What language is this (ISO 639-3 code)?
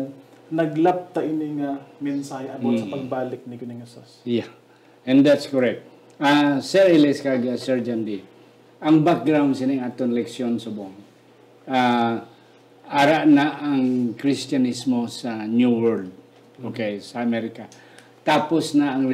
hil